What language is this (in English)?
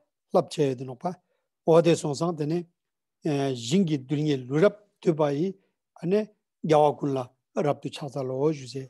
Ladakhi